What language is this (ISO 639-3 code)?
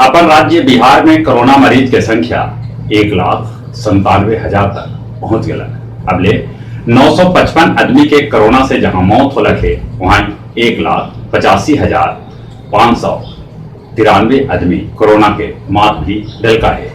mag